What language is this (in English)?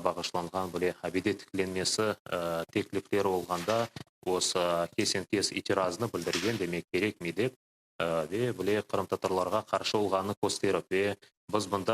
Crimean Tatar